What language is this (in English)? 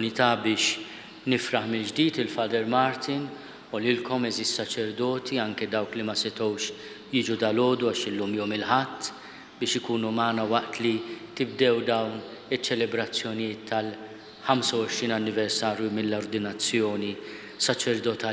Maltese